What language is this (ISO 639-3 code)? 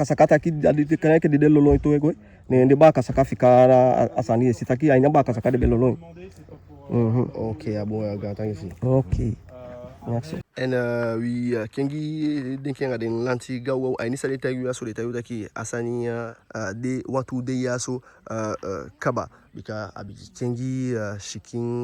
djk